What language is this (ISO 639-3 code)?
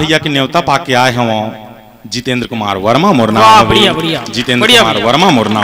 hne